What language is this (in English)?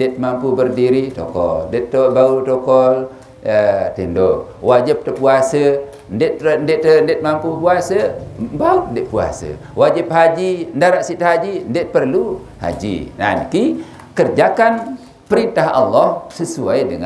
Sasak